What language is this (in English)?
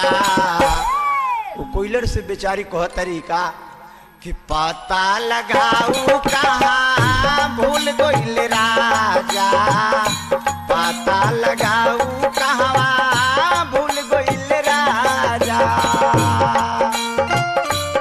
Bhojpuri